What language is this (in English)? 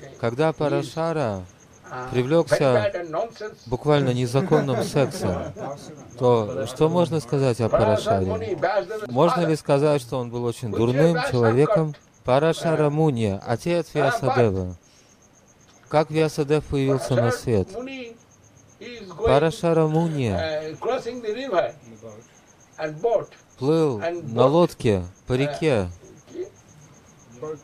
Russian